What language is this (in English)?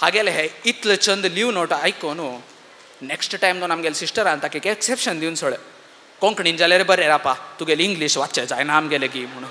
Konkani